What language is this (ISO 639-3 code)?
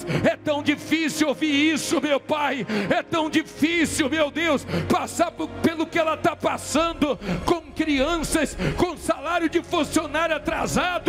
por